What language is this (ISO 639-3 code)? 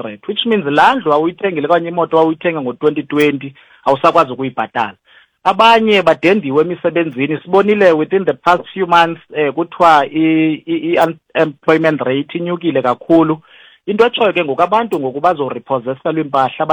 xho